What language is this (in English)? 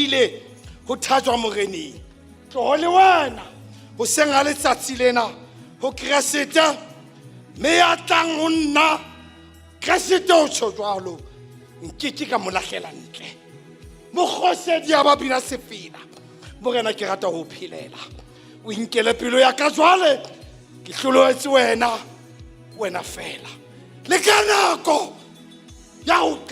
Southern Sotho